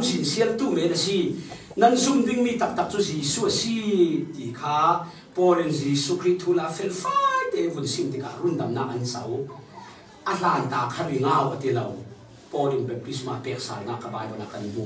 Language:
Falam Chin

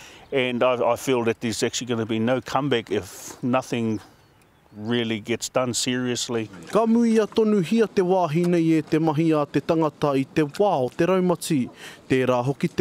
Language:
Māori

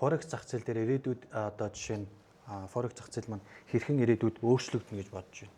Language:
Mongolian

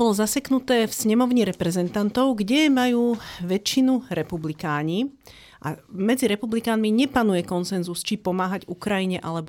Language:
Slovak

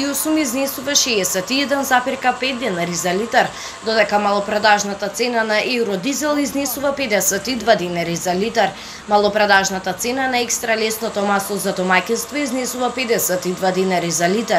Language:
Macedonian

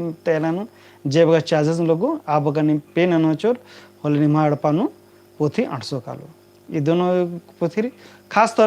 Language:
Kurukh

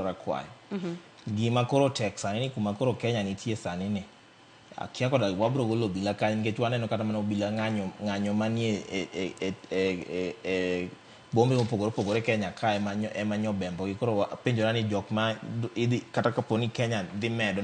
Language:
Luo (Kenya and Tanzania)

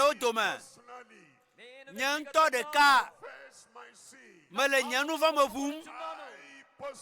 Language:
Ewe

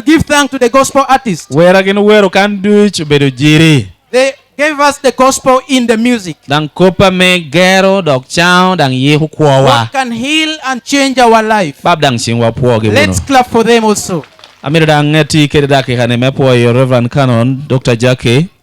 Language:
Lango (Uganda)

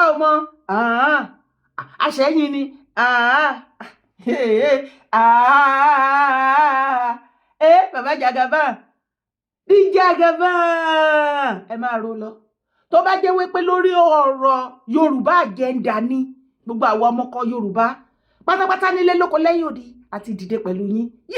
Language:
Yoruba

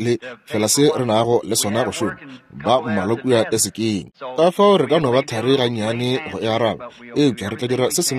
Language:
Northern Sotho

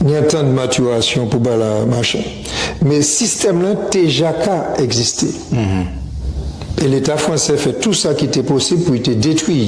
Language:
Guadeloupean Creole French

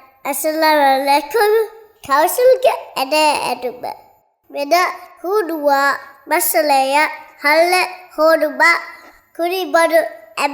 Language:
Divehi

